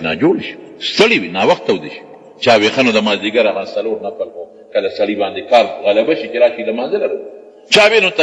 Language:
Pashto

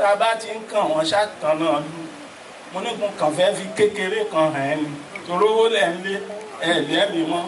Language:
Yoruba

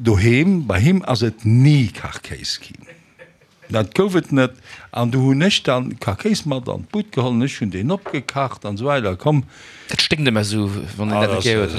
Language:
Luxembourgish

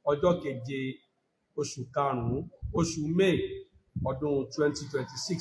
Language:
Yoruba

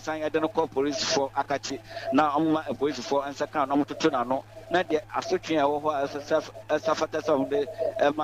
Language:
Akan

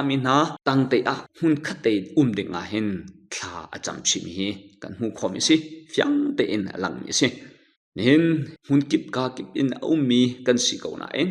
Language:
Hakha Chin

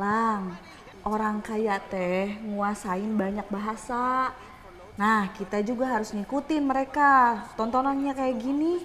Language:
Betawi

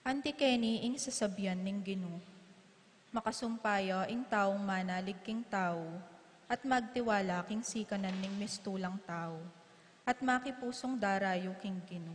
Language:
Pampanga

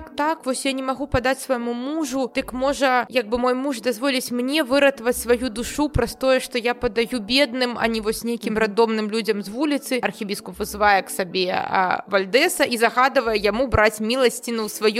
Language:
Belarusian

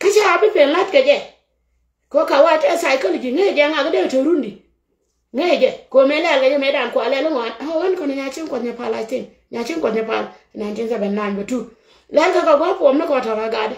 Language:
Nuer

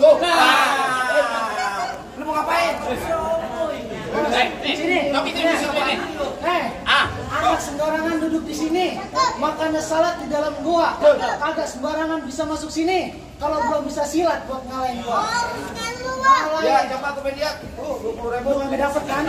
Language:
Betawi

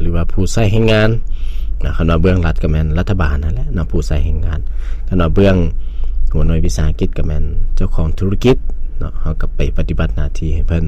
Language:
Lao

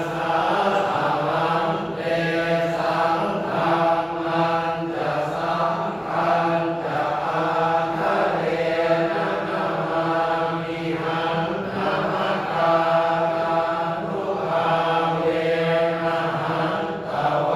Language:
Pali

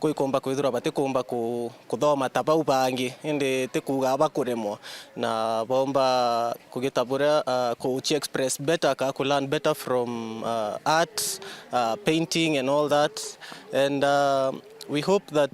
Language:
Meru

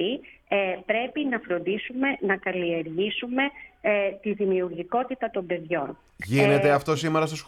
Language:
Greek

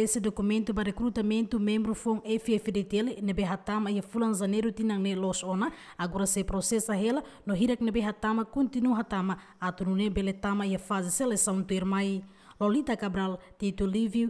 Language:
Tetum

